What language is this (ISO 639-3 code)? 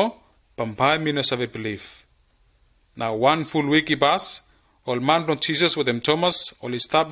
bis